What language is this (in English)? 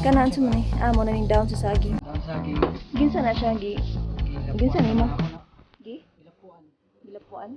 Cebuano